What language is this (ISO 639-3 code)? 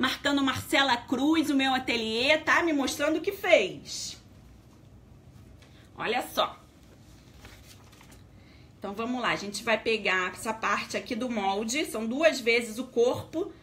por